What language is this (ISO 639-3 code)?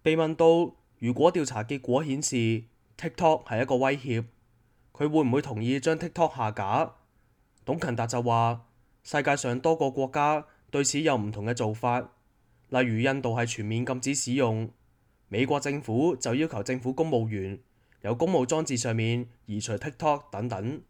yue